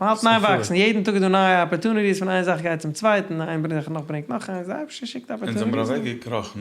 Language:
Yiddish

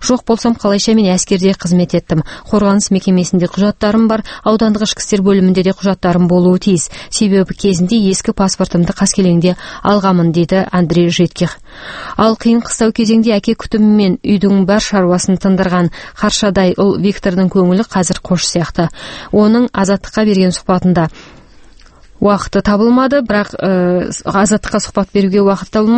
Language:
Kazakh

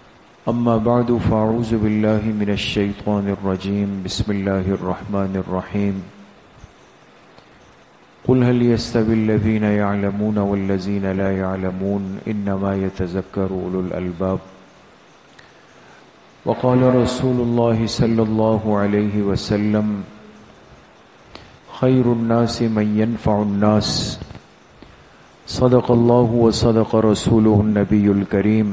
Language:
Urdu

